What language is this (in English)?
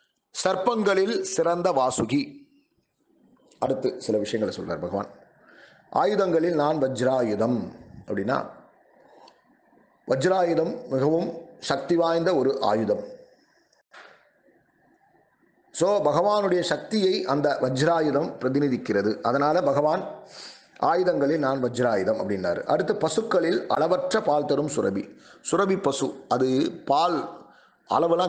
Tamil